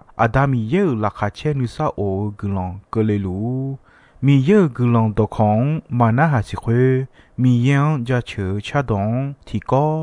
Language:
Akha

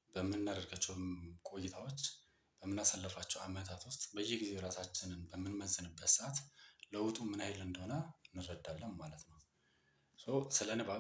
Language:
Amharic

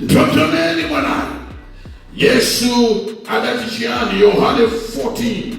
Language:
Nyanja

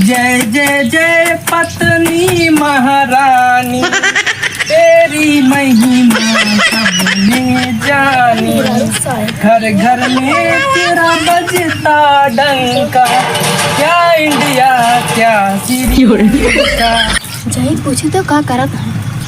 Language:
Awadhi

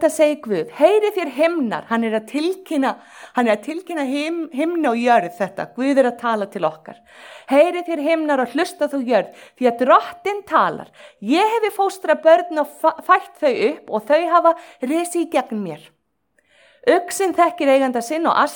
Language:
Icelandic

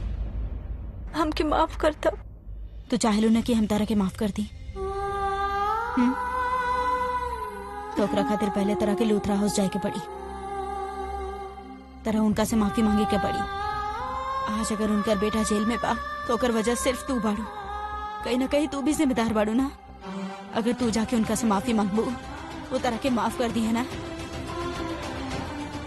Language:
Bhojpuri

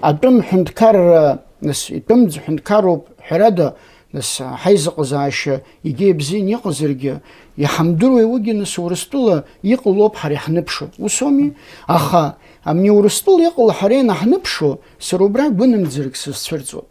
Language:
Abkhazian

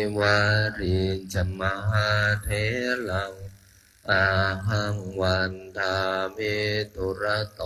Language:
Pali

